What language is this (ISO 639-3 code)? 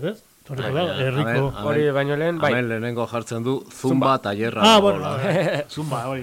eus